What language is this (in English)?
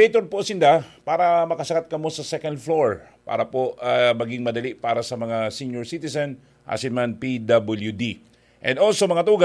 Bikol